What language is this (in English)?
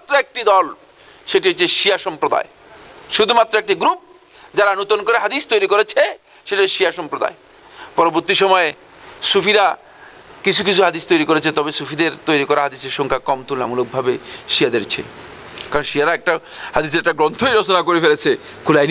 Bangla